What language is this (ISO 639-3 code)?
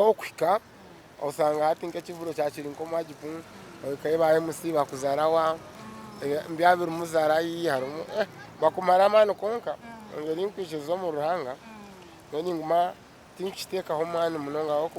nyn